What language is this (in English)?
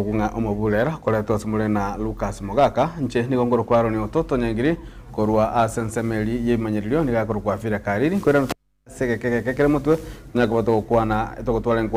Gusii